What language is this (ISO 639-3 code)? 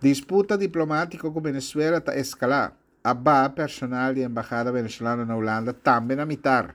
pap